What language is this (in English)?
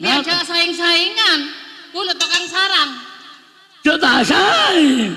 Madurese